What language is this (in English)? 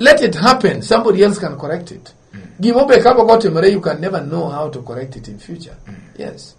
Luo (Kenya and Tanzania)